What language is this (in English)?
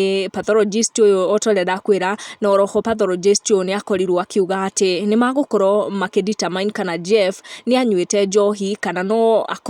Kikuyu